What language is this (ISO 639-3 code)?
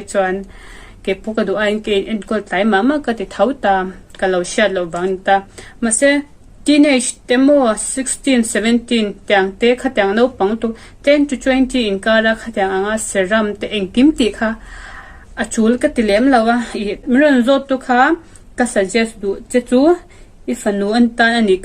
lus